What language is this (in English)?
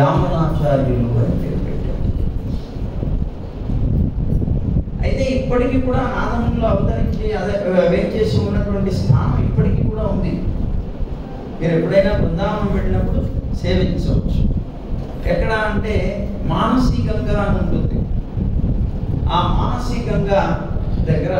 Telugu